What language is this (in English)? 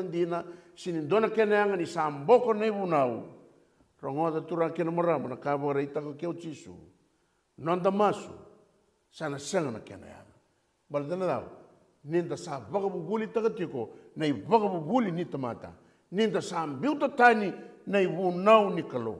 Fijian